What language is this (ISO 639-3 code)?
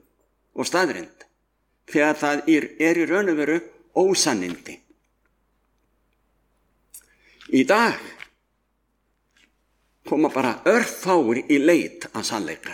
isl